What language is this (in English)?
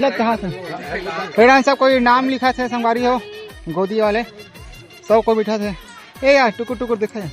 Chhattisgarhi